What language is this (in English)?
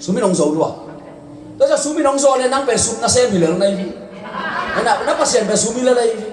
Tedim Chin